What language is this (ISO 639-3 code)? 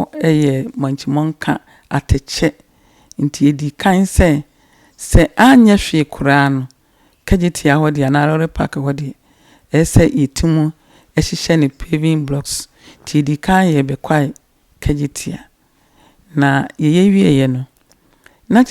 aka